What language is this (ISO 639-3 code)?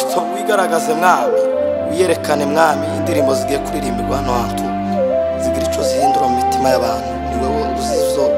kin